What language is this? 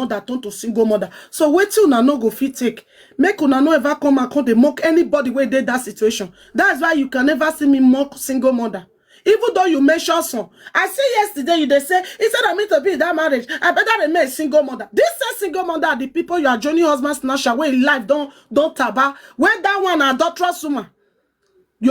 Nigerian Pidgin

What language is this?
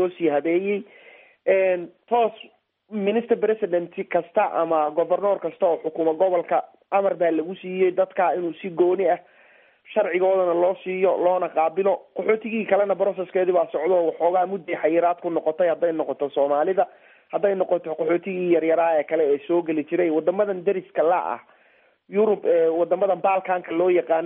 Somali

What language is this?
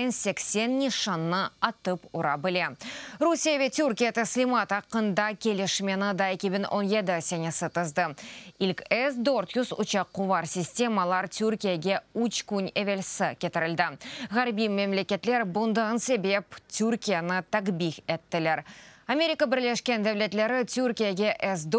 Crimean Tatar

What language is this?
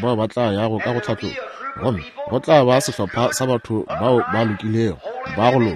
Northern Sotho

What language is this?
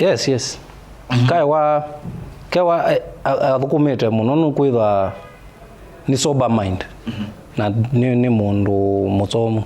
Kamba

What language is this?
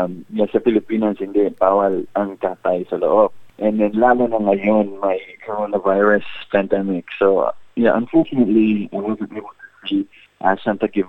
Filipino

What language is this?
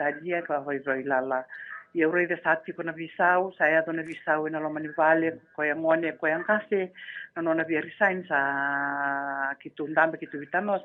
Fijian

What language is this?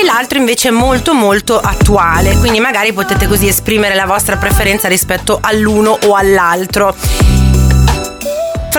Italian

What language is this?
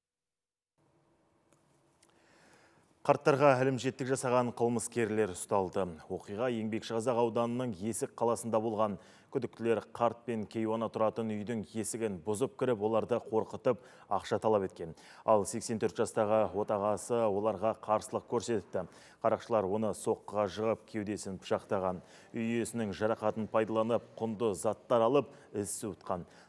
Kazakh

